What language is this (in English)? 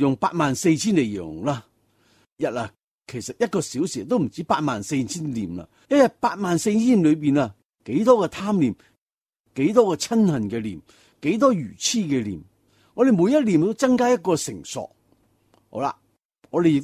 Cantonese